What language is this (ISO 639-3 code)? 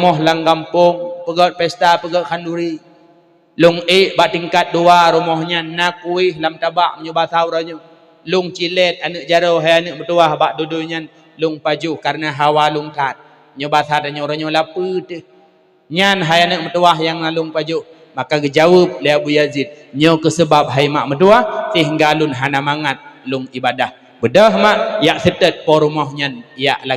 ace